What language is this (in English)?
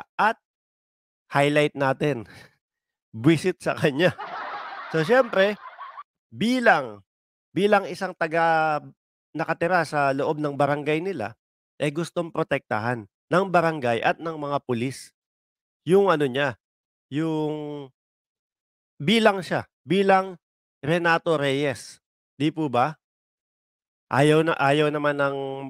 Filipino